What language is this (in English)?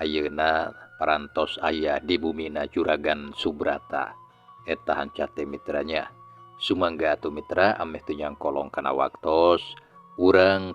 Sundanese